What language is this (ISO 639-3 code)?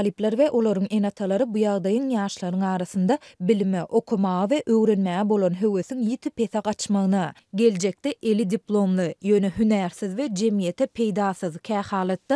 tuk